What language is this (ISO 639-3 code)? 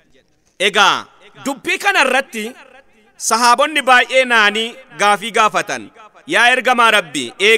orm